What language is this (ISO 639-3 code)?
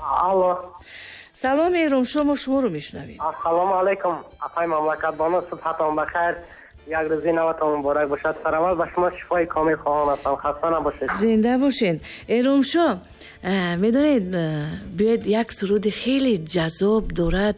tgk